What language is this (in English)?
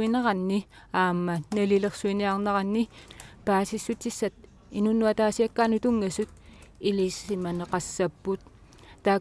Kalaallisut